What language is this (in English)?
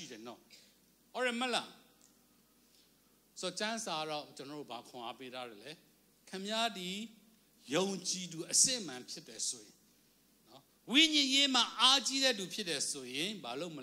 Burmese